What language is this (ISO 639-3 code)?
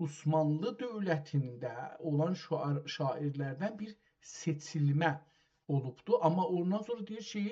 azb